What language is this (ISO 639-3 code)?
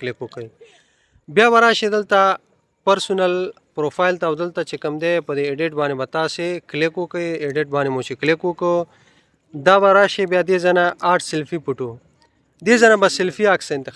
pus